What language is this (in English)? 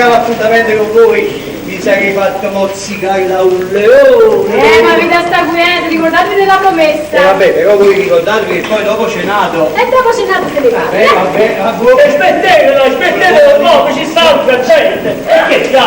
Neapolitan